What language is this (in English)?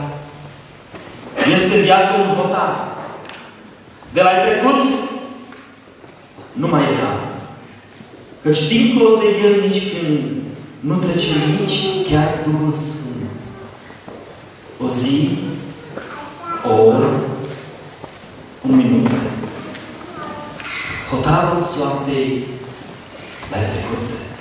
Romanian